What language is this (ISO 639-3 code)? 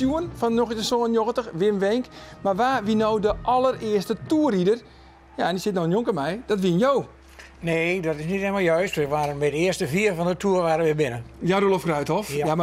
fry